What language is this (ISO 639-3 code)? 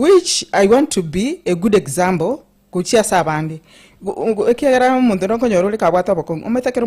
guz